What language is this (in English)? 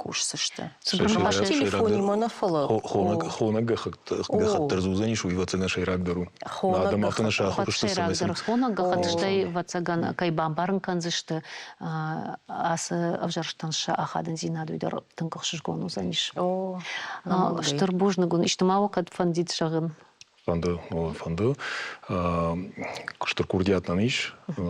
Ossetic